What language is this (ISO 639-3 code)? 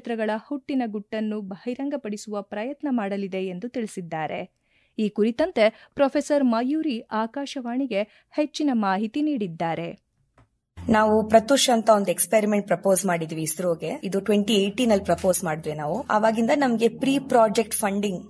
kan